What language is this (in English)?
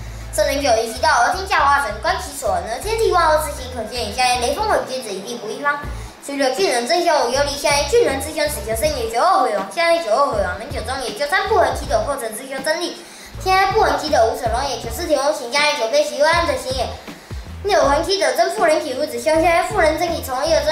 Literary Chinese